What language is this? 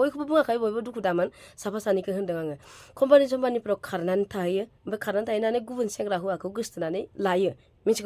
Bodo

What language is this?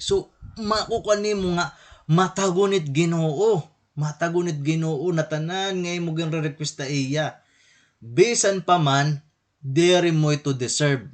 Waray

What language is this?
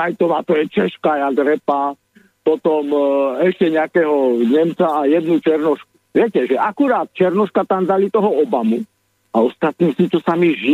Slovak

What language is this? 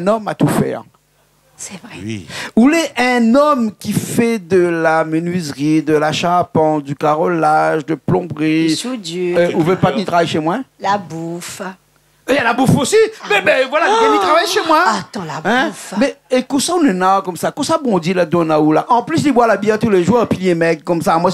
Réunion Creole French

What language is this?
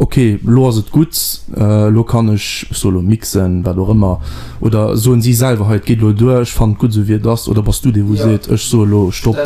Luxembourgish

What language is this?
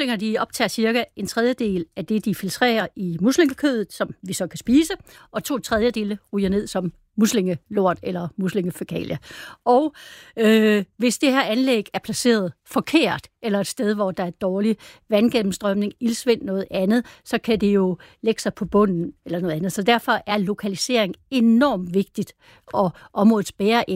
Danish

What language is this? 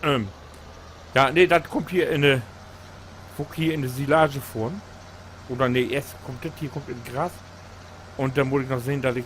Low German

